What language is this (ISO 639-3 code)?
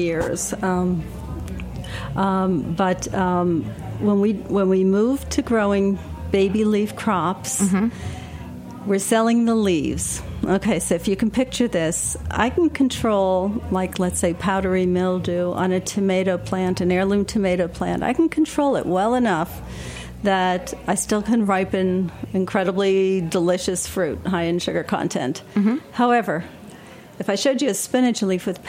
eng